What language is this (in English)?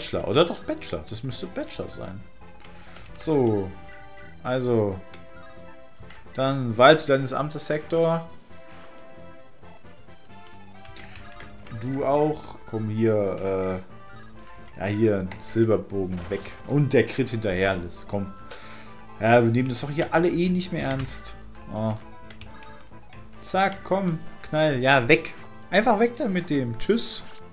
German